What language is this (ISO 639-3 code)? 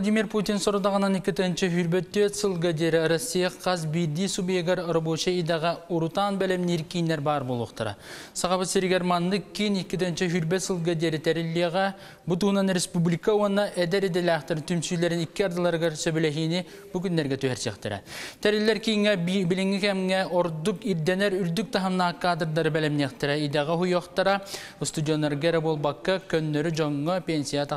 sah